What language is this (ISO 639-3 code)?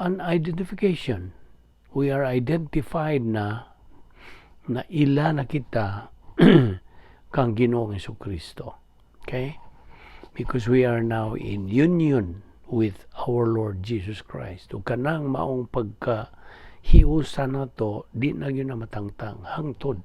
ceb